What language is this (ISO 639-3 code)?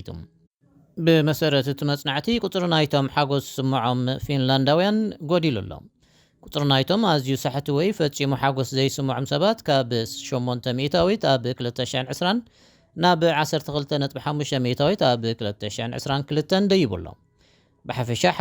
tir